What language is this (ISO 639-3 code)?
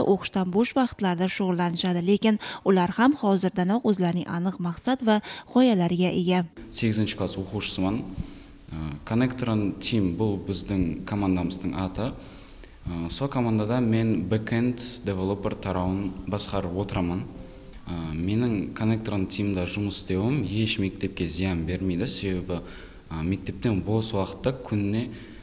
kaa